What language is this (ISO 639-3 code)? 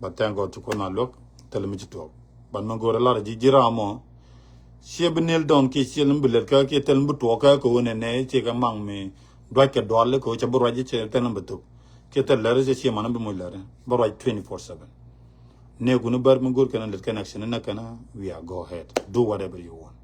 nus